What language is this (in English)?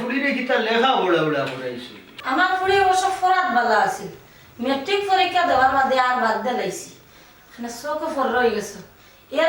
Sylheti